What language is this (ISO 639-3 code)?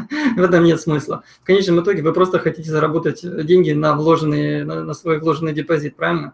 rus